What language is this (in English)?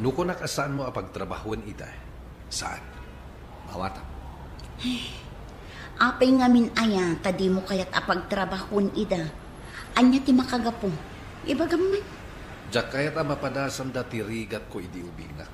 Iloko